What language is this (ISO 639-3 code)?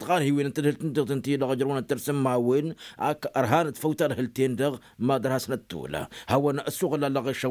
taq